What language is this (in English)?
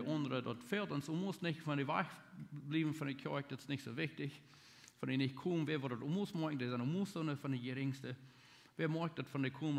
Plautdietsch